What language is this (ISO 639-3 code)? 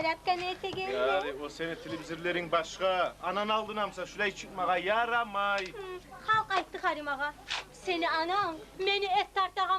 kum